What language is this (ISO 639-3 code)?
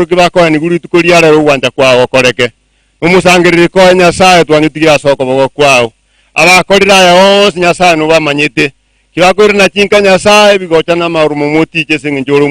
guz